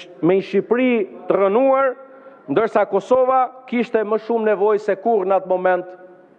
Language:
Albanian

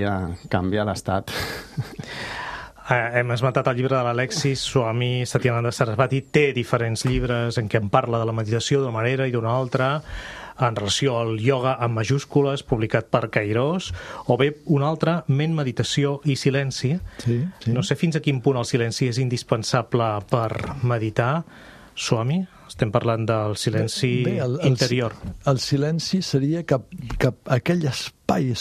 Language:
Catalan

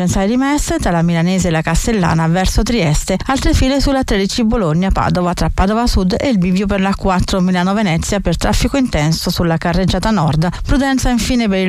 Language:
Italian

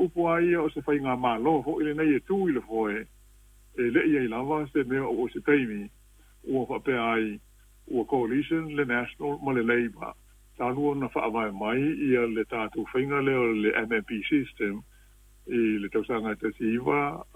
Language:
Samoan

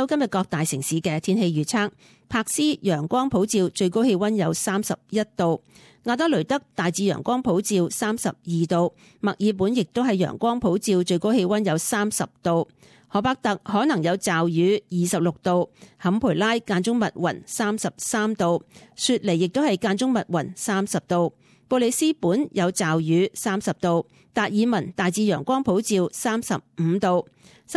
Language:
Cantonese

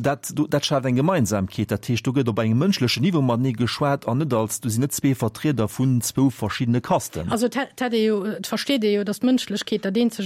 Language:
Luxembourgish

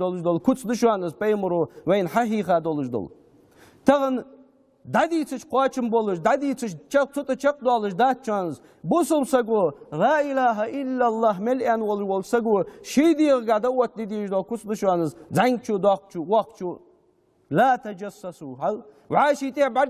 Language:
Ingush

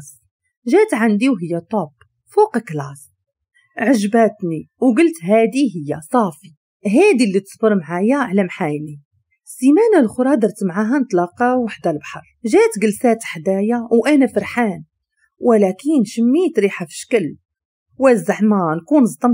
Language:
Moroccan Arabic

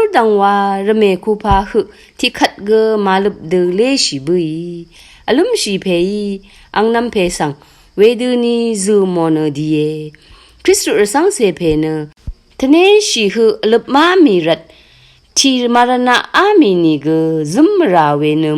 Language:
Rawang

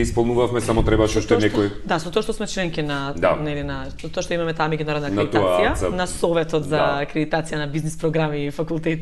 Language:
Macedonian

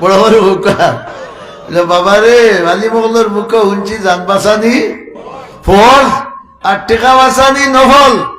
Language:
Sylheti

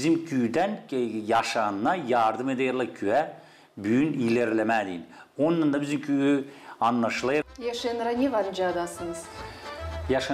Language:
Gagauz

